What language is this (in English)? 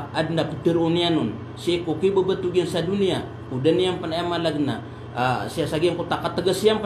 Maranao